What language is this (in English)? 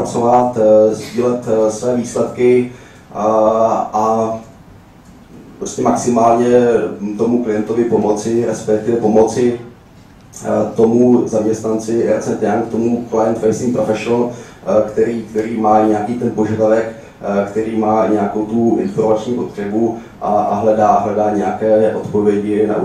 Czech